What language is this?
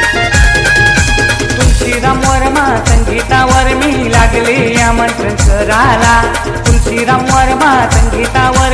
Marathi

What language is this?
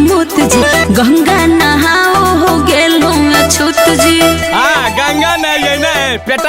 Magahi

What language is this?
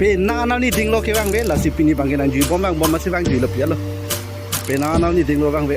Karbi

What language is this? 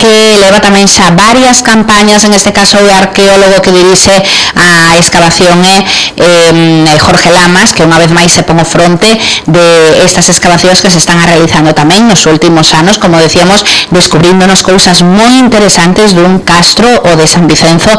Galician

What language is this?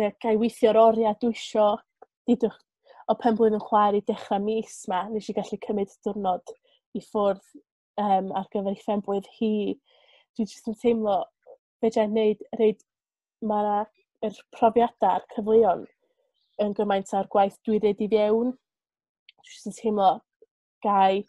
Welsh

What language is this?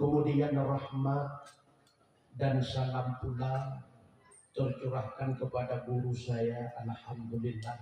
Achinese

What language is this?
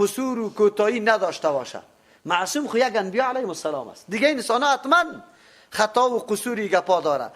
Persian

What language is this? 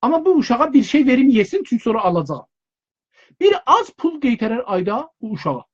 South Azerbaijani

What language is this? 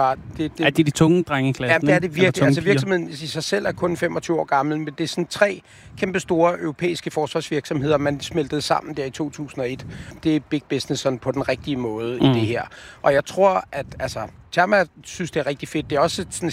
Danish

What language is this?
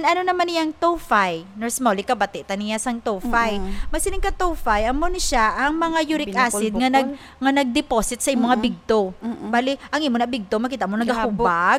Hiligaynon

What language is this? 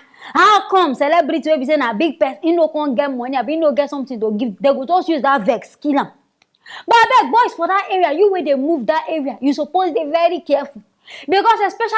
Nigerian Pidgin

